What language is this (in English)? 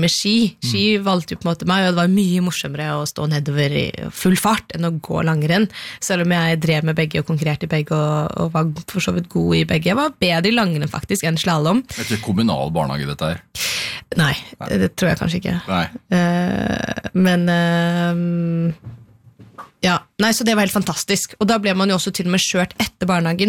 Norwegian